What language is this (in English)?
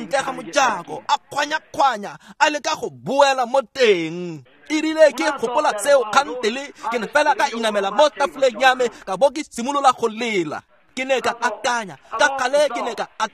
Tswana